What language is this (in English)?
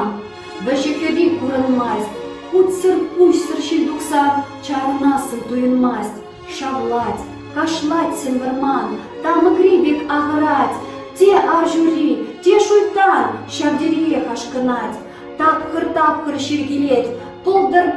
Chuvash